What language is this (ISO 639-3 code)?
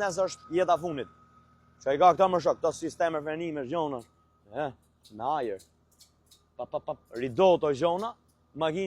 sqi